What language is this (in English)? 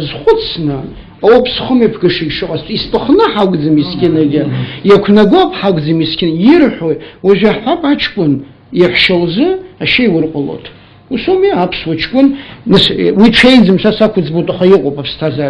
Abkhazian